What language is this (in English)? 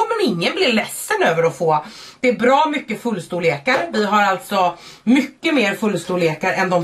Swedish